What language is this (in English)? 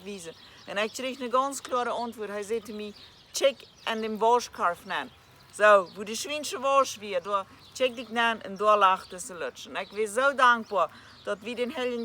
Plautdietsch